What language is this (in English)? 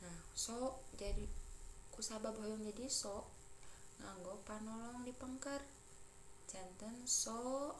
Sundanese